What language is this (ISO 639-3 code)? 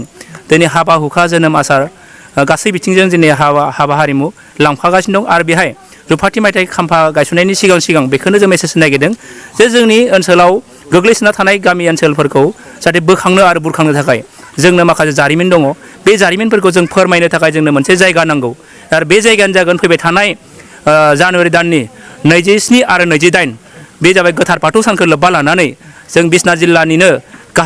brx